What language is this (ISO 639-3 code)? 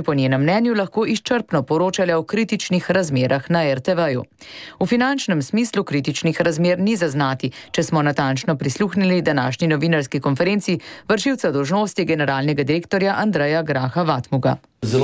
slv